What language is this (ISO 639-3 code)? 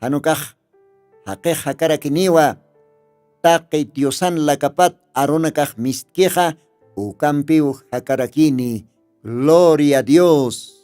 aym